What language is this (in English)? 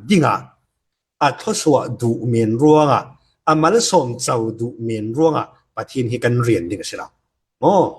Falam Chin